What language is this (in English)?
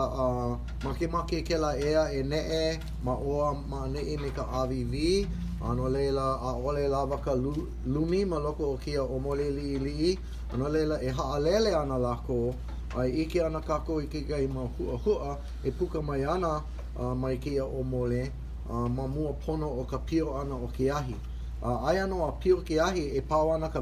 Hawaiian